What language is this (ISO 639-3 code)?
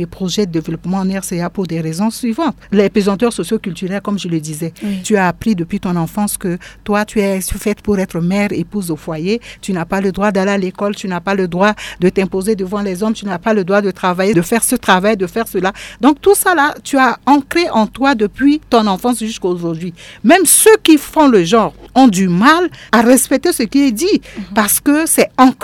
fra